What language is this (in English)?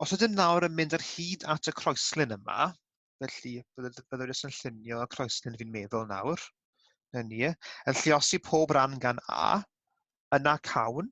Welsh